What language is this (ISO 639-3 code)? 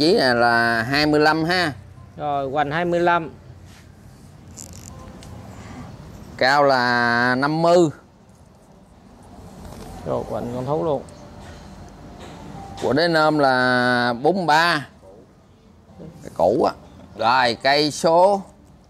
vie